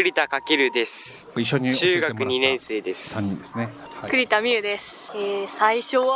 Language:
Japanese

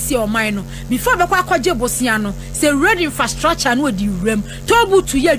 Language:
Akan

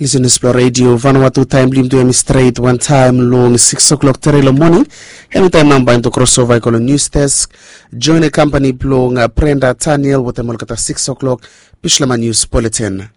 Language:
Bislama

